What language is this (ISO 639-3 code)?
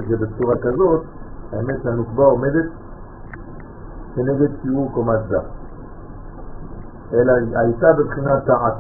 heb